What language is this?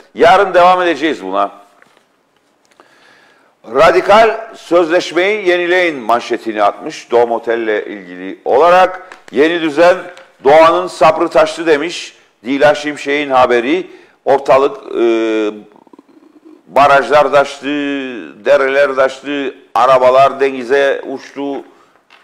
Turkish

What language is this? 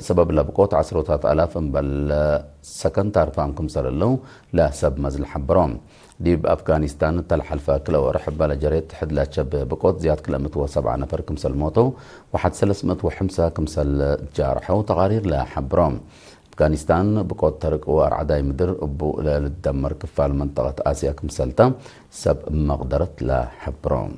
Tigre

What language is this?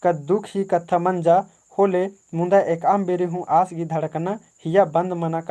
Kurukh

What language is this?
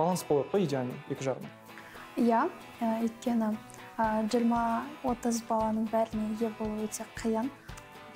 Kazakh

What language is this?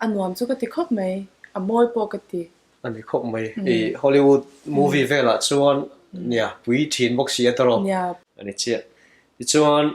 Mizo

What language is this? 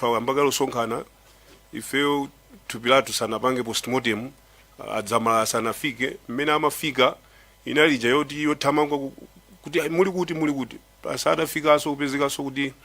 Nyanja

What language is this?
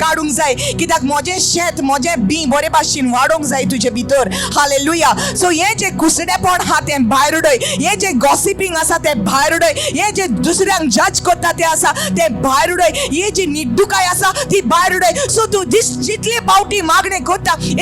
Konkani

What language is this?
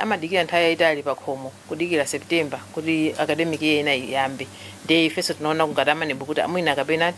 Nyanja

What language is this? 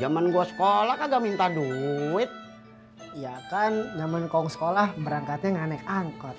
Betawi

